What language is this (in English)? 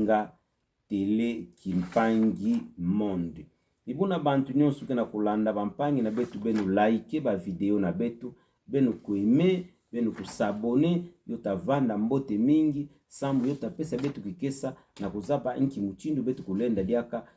Kituba (Democratic Republic of Congo)